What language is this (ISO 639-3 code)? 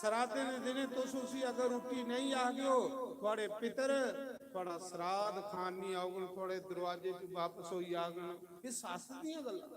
doi